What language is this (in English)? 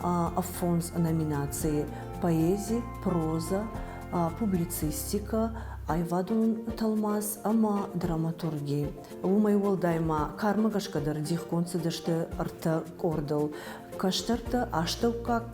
Ossetic